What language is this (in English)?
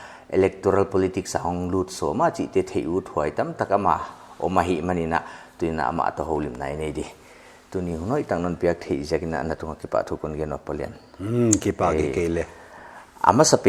Paite Chin